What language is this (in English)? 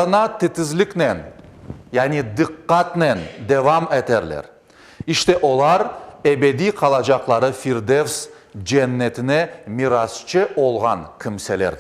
Crimean Tatar